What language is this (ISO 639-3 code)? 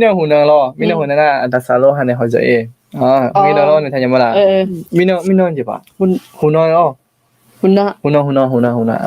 ahk